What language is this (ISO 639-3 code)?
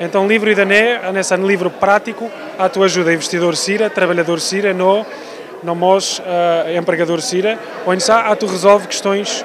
tet